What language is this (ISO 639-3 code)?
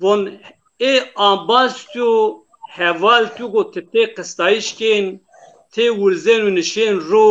zza